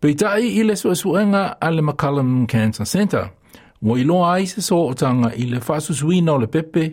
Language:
Samoan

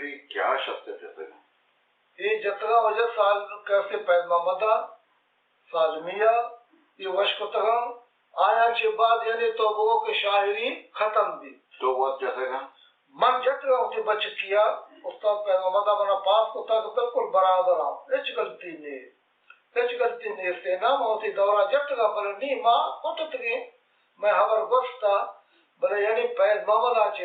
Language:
Baluchi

